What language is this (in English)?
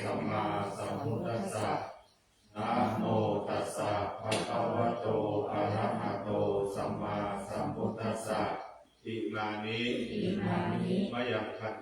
Pali